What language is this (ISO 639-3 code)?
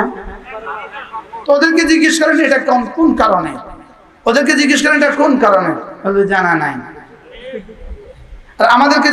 ben